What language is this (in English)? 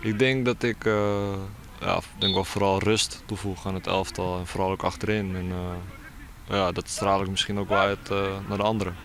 Western Frisian